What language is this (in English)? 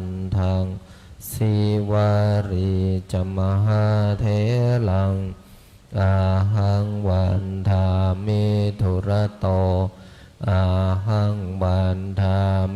Pali